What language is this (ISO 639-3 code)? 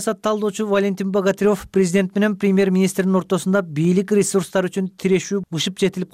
kir